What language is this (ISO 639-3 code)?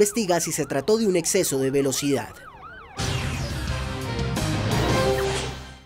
spa